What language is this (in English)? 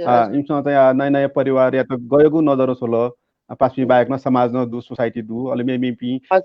Newari